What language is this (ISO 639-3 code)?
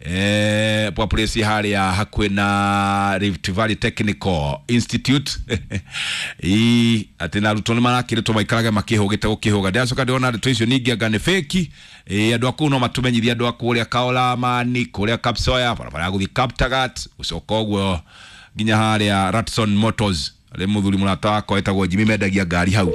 kik